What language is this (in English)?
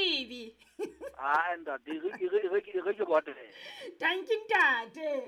Southern Sotho